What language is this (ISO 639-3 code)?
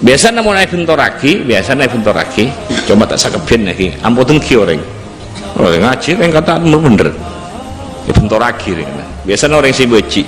mad